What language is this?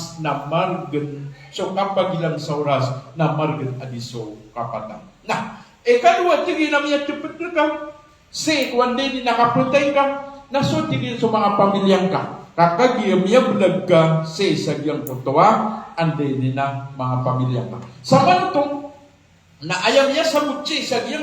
Maranao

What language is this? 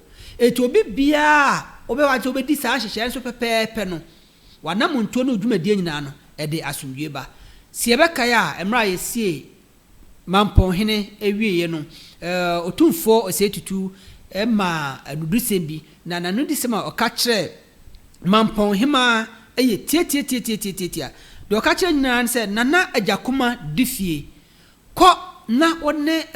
Akan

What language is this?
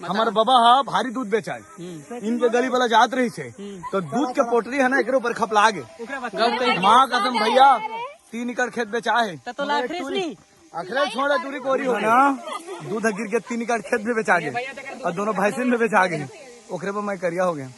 Chhattisgarhi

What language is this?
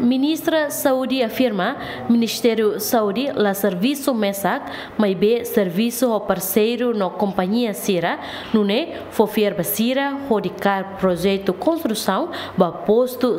Tetum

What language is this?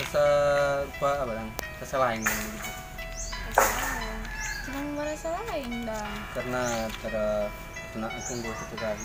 Manado Malay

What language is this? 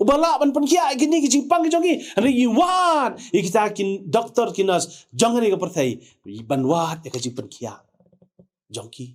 Khasi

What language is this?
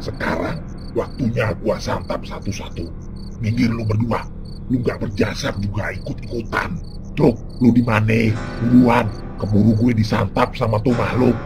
Betawi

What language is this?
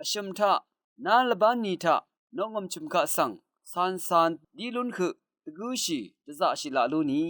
Rawang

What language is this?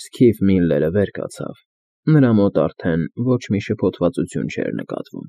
Armenian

